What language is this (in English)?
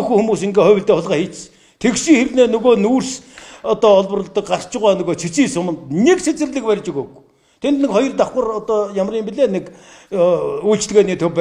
Mongolian